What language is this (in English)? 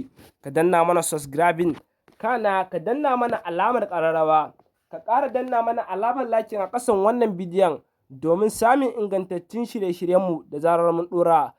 Hausa